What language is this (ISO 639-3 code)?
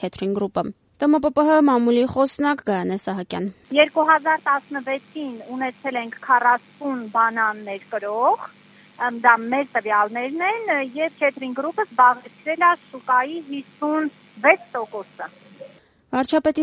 hye